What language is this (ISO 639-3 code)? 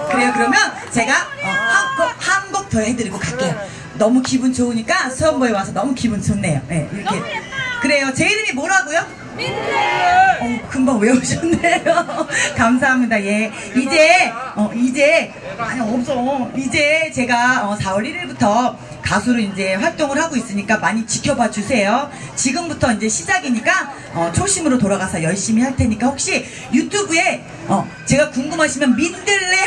kor